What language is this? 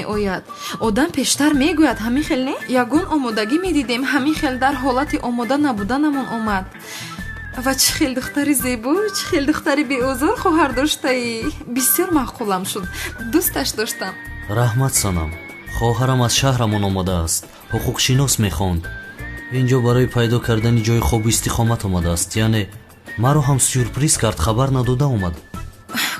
Tajik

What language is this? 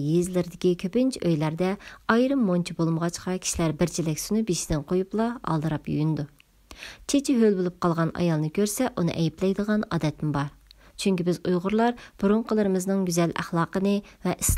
Uyghur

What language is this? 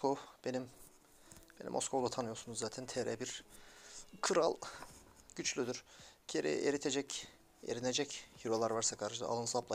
Turkish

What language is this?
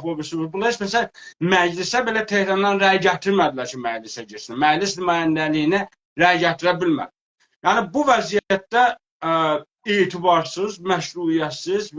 South Azerbaijani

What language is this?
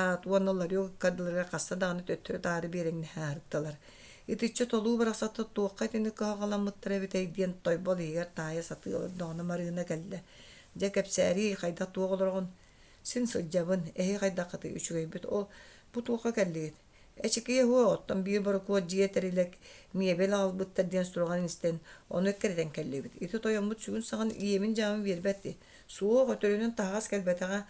Yakut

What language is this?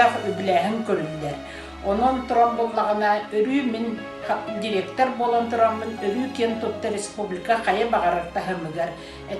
Yakut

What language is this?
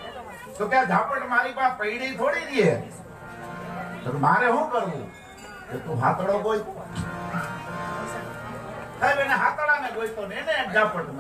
Gujarati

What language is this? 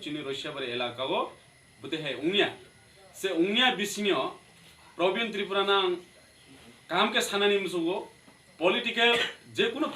Kok Borok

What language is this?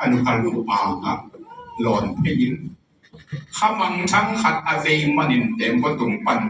Tedim Chin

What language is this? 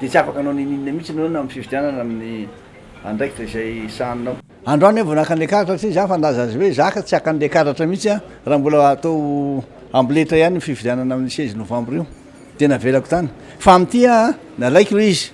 Malagasy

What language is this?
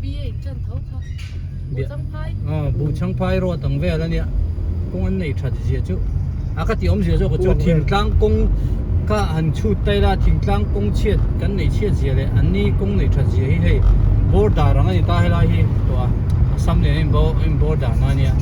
Hmar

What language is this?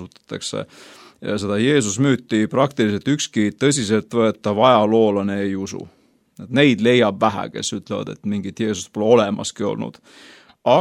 Estonian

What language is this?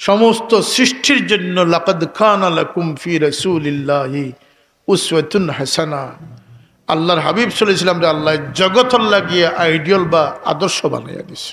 Sylheti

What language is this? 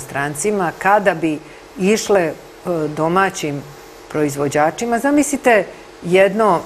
Serbian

